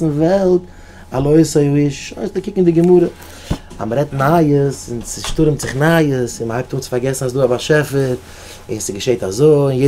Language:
Yiddish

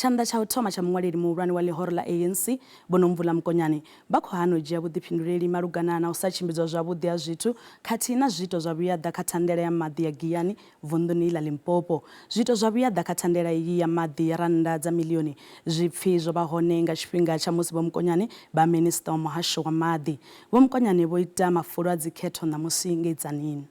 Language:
Venda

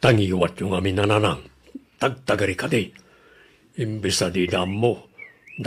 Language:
Iloko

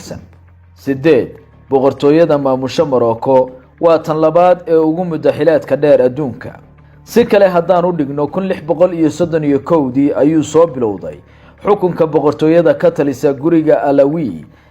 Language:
Somali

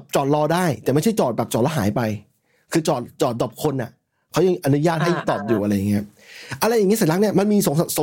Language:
Thai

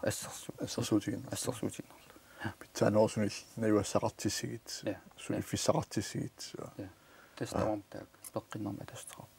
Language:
Kalaallisut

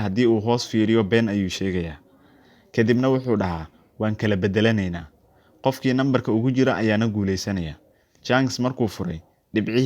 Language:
Somali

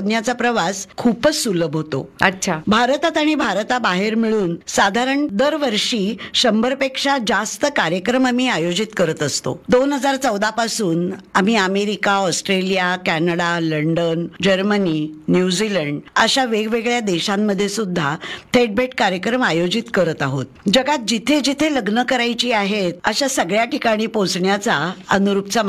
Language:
Marathi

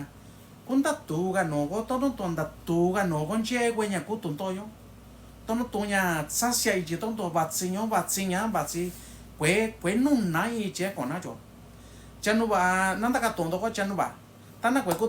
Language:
Mixtepec Mixtec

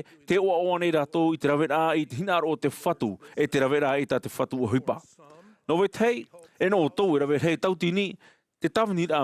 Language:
Tahitian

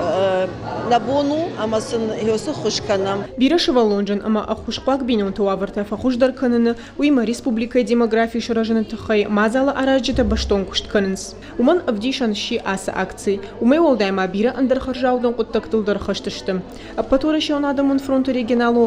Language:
Ossetic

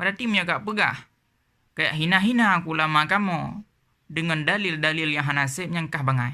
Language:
Achinese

